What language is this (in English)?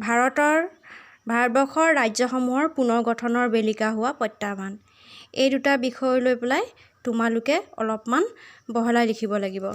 Assamese